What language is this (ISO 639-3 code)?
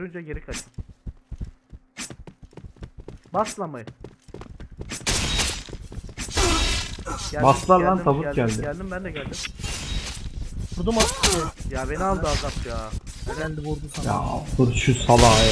tur